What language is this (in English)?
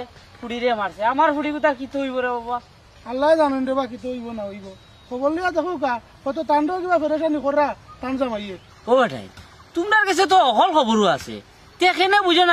Sylheti